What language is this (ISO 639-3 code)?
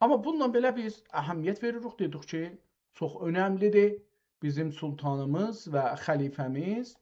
azb